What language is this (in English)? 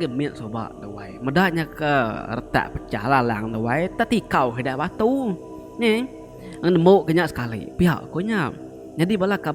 Iban